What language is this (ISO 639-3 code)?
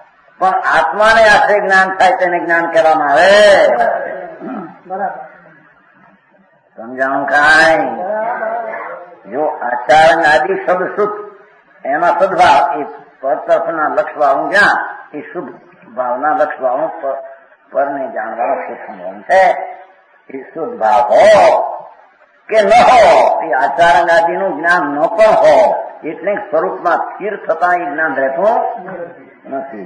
guj